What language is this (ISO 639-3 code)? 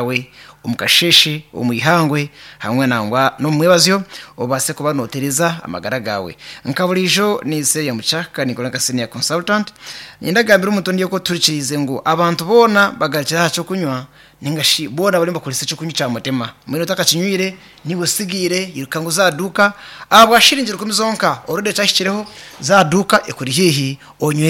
nyn